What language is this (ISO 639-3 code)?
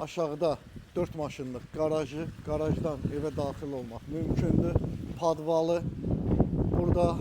aze